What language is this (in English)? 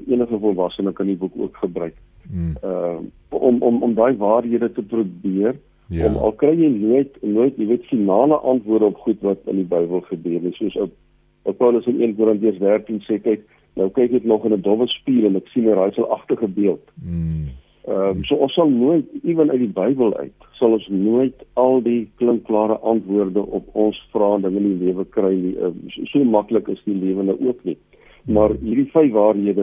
Afrikaans